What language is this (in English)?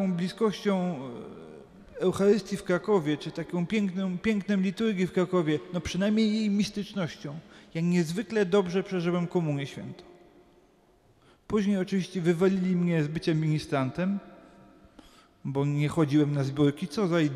Polish